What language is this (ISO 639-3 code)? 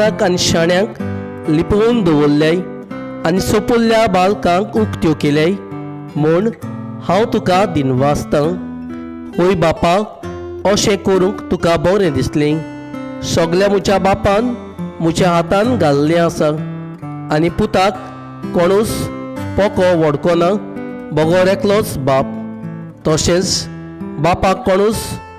kok